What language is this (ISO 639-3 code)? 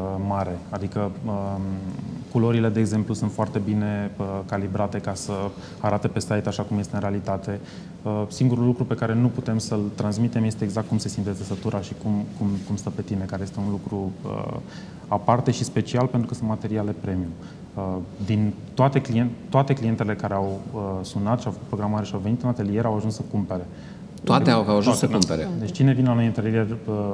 ron